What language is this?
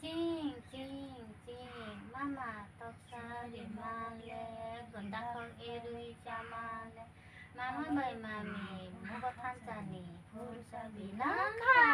Kok Borok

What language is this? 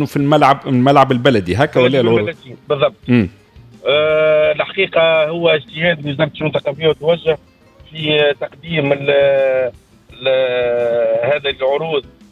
Tunisian Arabic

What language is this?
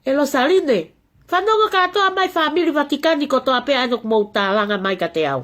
Tongan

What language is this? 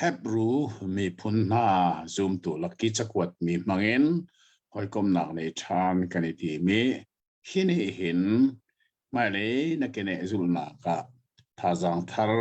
Hakha Chin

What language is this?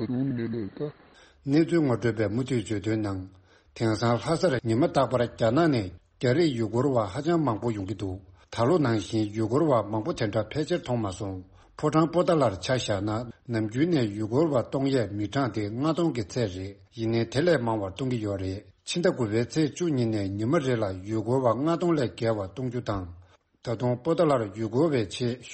Tibetan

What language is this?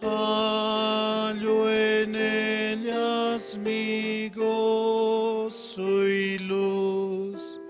Aymara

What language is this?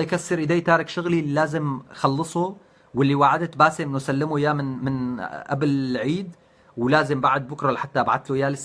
North Levantine Arabic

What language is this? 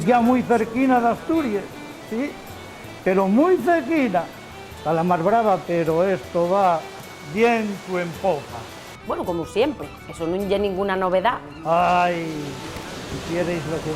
Asturian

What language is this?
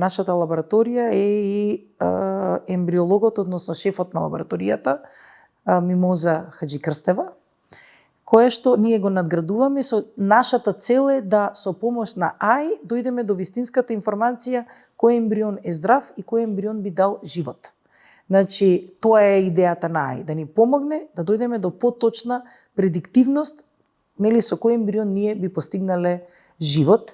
Macedonian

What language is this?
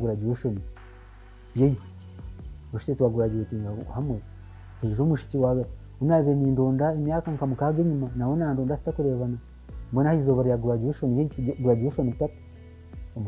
Kinyarwanda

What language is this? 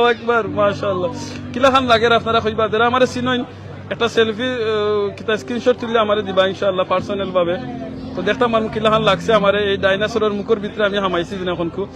Sylheti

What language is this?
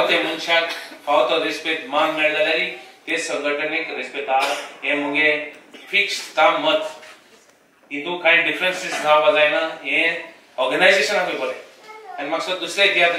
Konkani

